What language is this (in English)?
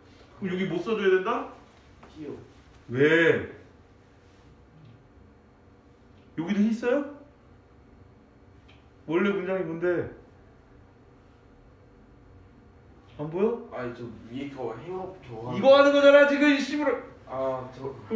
Korean